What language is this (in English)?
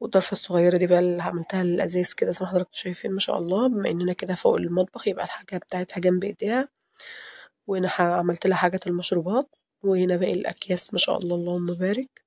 Egyptian Arabic